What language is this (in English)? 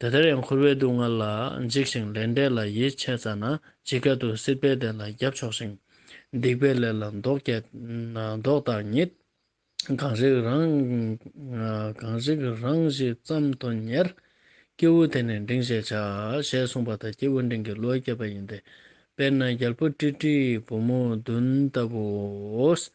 Ladakhi